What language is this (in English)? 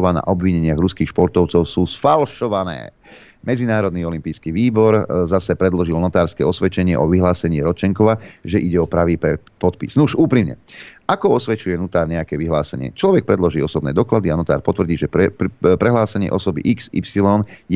Slovak